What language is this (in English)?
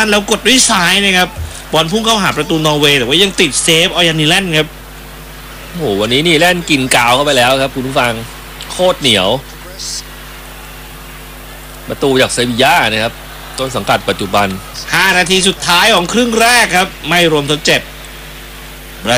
Thai